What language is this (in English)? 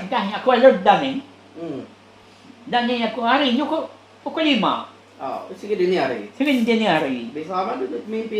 Iban